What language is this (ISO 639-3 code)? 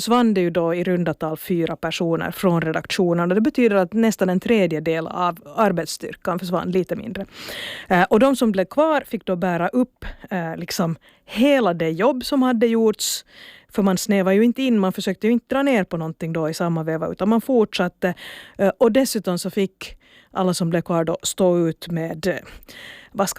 swe